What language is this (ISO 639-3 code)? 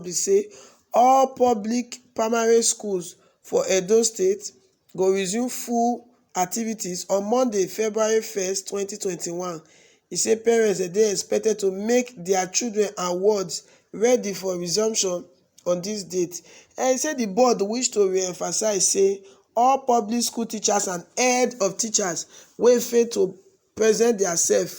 pcm